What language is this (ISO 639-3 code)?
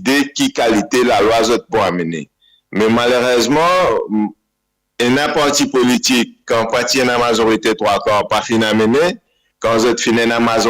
mfe